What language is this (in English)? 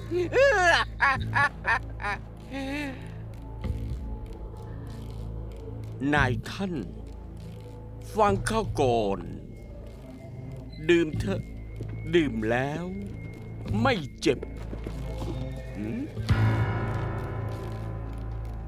Thai